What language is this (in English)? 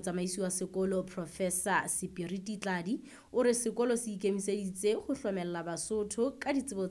Southern Sotho